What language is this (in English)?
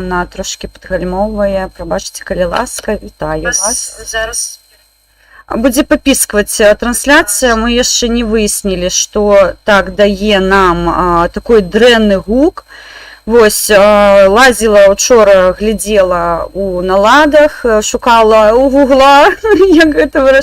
Belarusian